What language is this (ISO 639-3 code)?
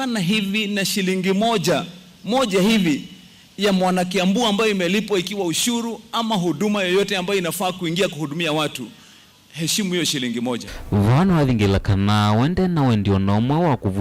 kam